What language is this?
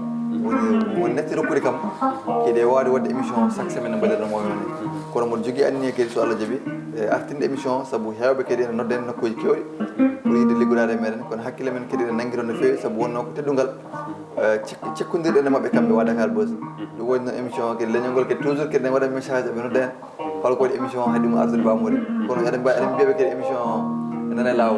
Fula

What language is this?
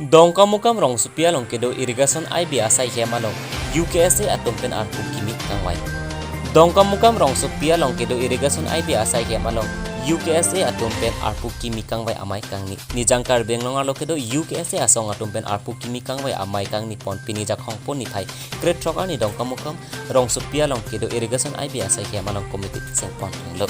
Karbi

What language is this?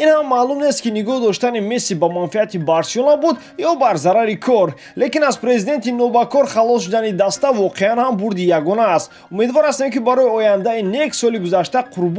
Tajik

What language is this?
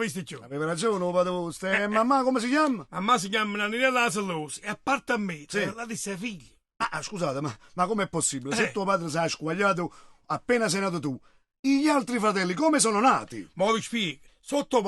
Neapolitan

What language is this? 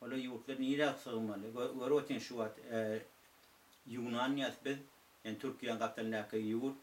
Turkmen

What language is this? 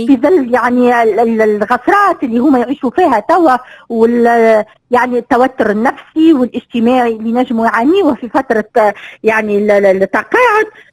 Tunisian Arabic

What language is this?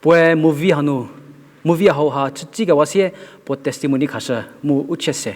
Angami Naga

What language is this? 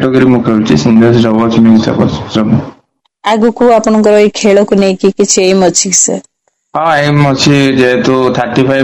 Odia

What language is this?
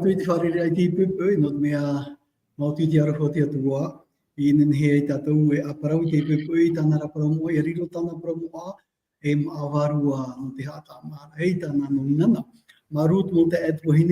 Tahitian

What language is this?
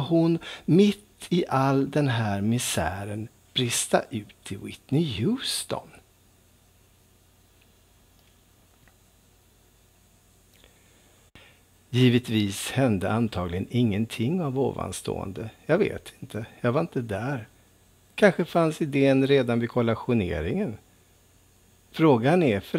Swedish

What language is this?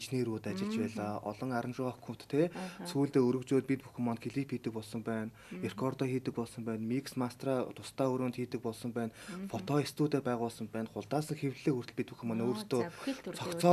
Mongolian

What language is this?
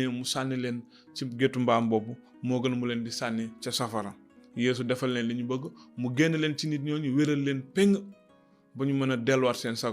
Wolof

